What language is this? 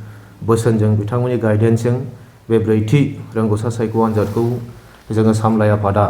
Bodo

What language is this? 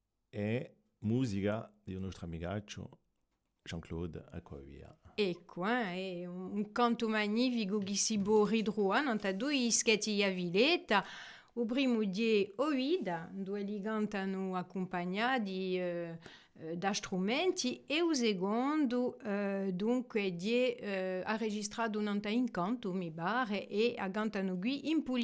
Corsican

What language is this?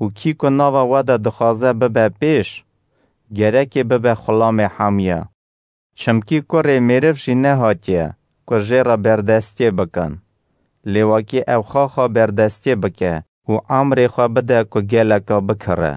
Kurdish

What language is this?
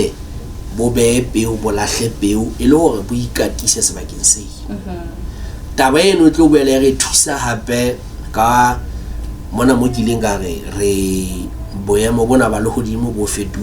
Southern Sotho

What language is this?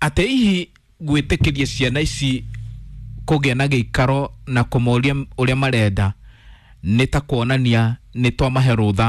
Kikuyu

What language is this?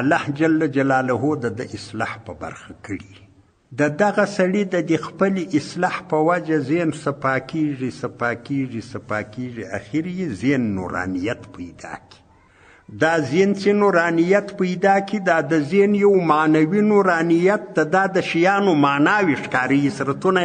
Pashto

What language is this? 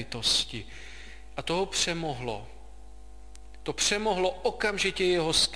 Czech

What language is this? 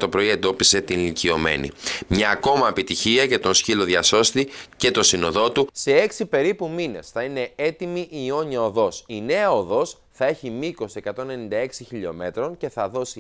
Greek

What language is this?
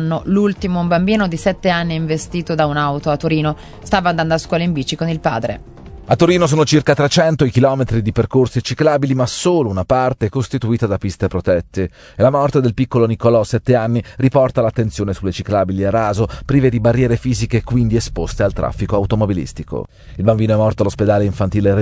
Italian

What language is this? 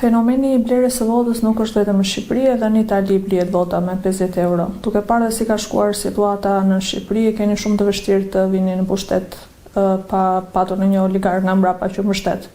Albanian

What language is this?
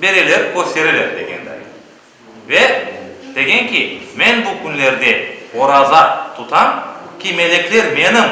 Crimean Tatar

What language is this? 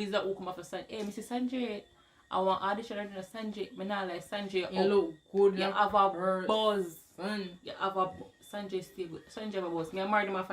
Jamaican Creole English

